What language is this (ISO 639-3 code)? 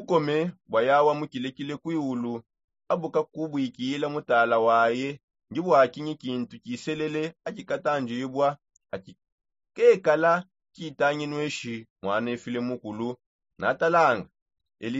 sop